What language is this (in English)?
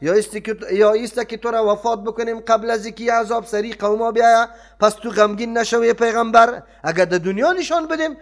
Persian